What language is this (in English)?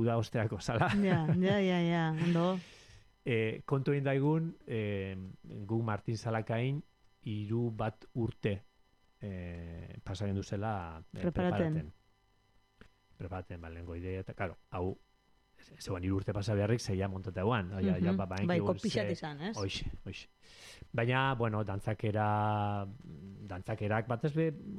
Basque